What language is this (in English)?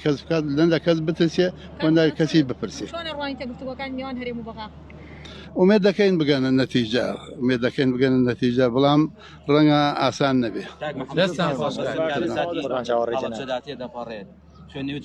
Central Kurdish